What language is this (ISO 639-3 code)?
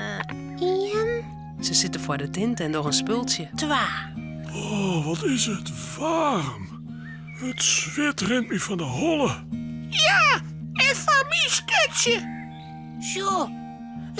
fry